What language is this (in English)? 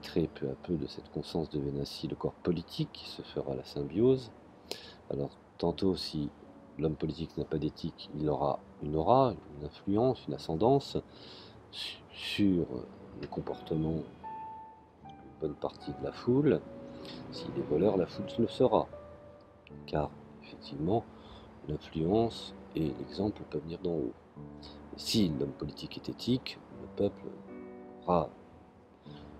French